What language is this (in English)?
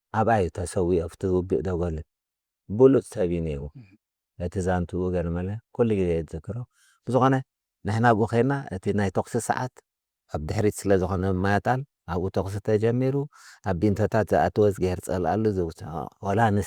Tigrinya